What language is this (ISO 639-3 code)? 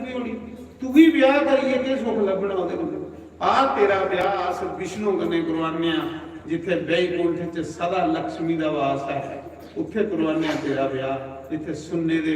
doi